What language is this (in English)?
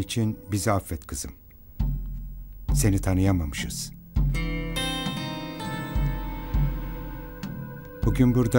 Turkish